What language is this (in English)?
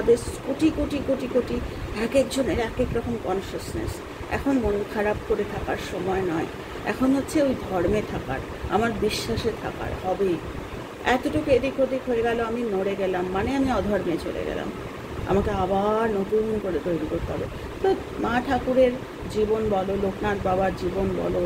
Bangla